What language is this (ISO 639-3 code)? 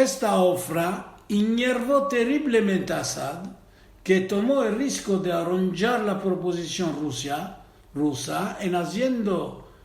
lad